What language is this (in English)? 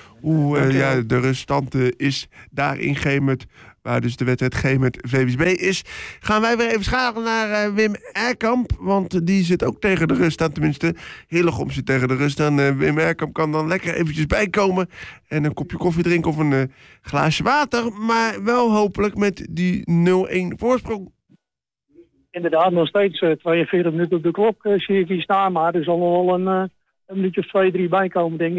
Dutch